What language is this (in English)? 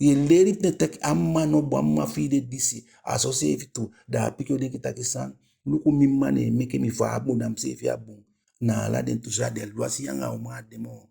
Eastern Maroon Creole